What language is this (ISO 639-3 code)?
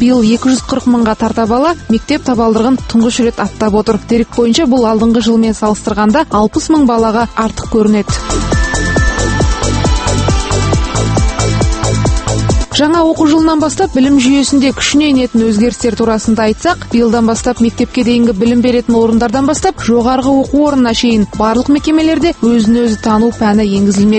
kaz